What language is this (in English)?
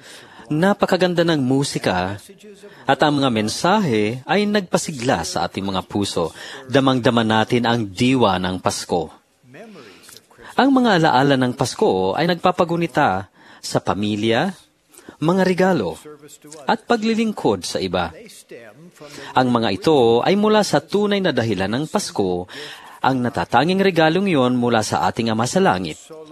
Filipino